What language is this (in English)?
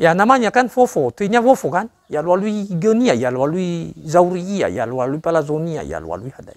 Nias